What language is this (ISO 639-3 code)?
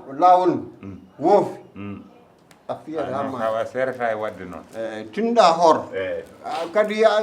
ful